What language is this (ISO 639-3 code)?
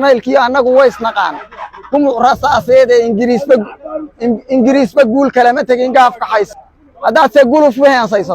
som